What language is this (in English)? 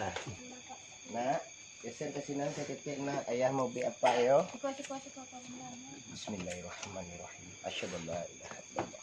Minangkabau